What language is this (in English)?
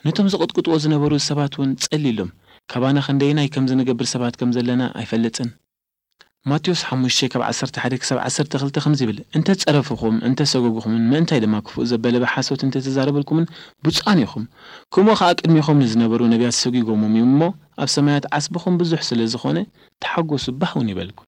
Tigrinya